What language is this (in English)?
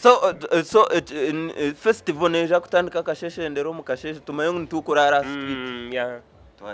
Nyankole